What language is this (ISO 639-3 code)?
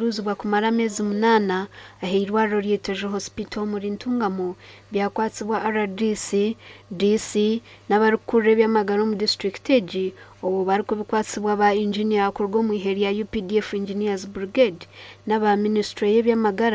nyn